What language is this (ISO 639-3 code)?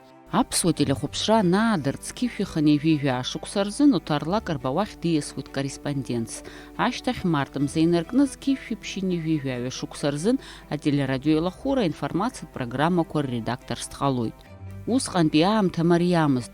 abk